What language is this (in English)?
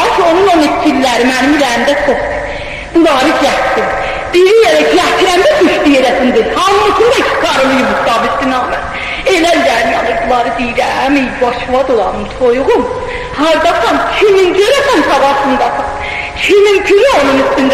South Azerbaijani